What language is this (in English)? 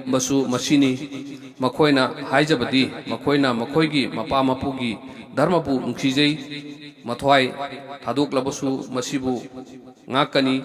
Manipuri